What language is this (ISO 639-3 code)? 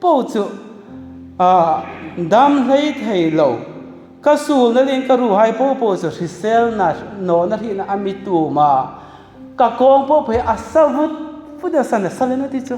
hmr